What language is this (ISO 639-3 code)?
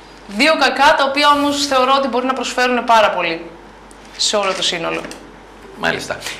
ell